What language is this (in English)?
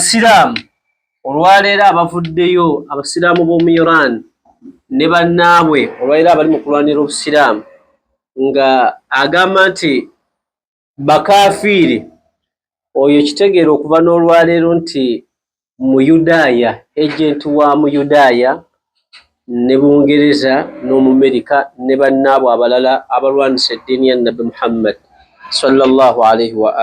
Ganda